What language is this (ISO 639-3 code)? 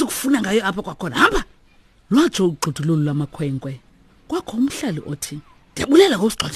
xho